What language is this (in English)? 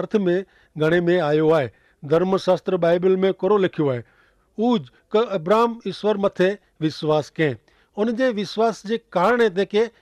Kachhi